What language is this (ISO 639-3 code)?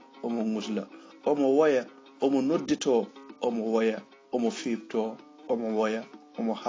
ful